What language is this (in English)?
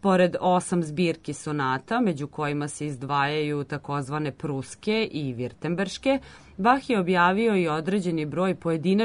Serbian